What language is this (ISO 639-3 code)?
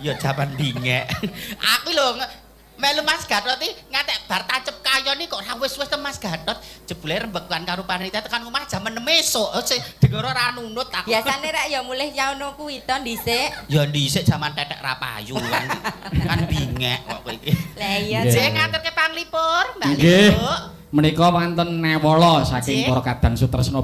jav